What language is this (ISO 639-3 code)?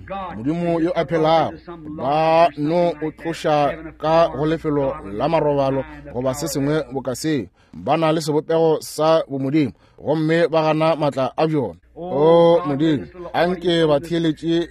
nso